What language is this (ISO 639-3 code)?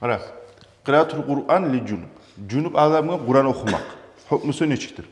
kum